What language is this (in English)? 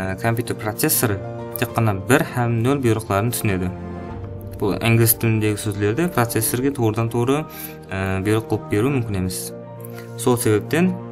Kara-Kalpak